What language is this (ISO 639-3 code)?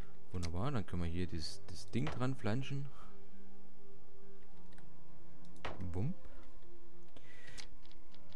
deu